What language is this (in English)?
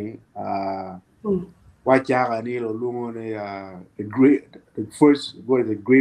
Acoli